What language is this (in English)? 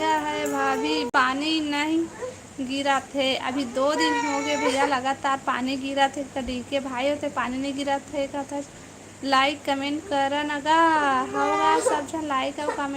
Chhattisgarhi